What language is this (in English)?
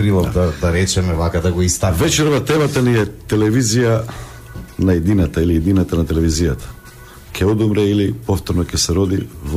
Macedonian